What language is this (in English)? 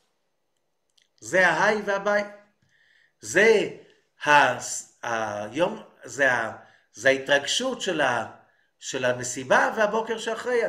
Hebrew